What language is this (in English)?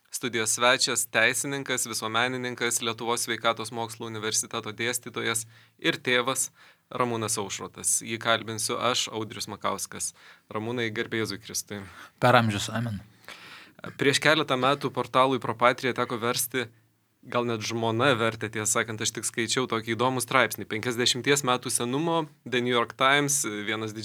Lithuanian